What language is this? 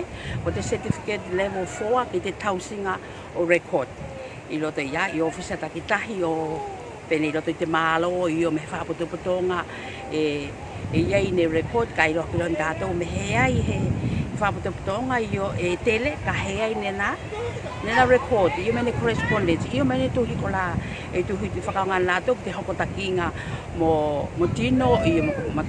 Tuvalu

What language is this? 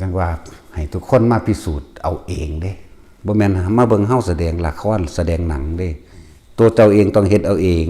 Northeastern Thai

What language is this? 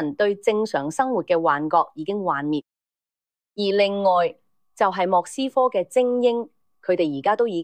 Cantonese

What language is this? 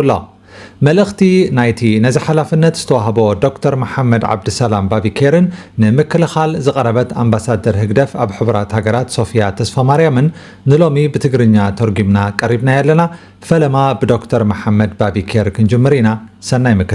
Tigrinya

